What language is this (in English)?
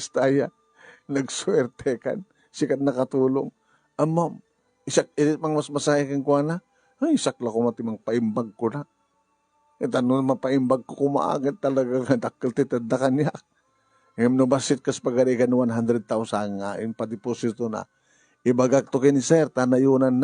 Iloko